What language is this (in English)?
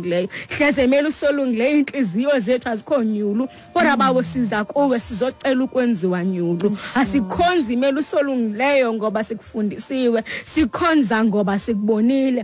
Xhosa